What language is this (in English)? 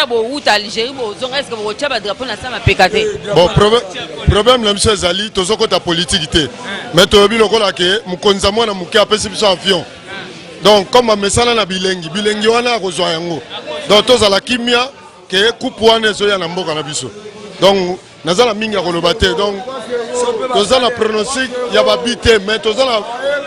Lingala